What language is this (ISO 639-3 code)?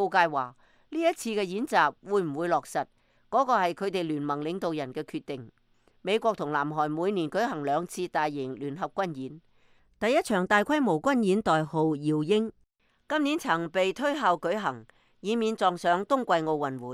yue